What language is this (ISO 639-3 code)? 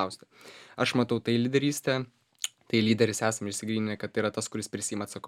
lit